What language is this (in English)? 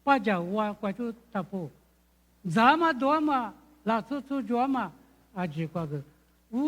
Lisu